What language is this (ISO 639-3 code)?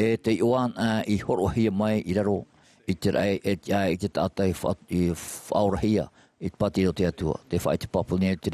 tah